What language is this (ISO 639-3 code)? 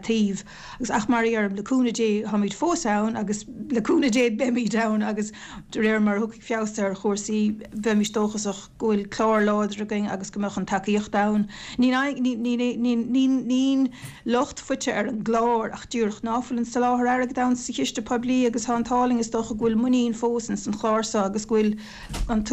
gle